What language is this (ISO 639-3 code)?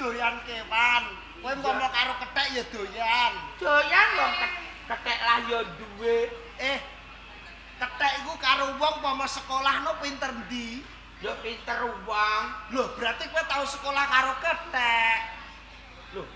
jav